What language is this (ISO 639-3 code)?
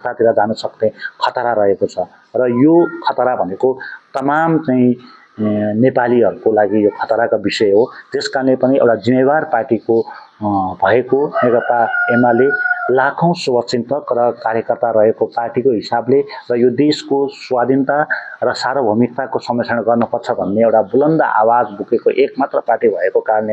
nep